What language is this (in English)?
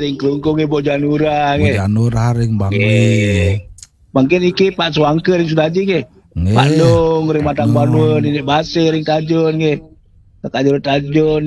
Balinese